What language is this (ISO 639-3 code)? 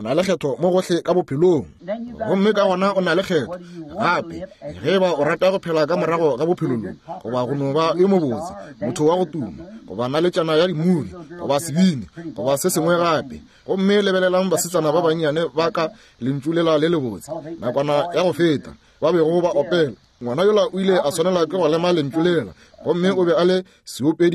nso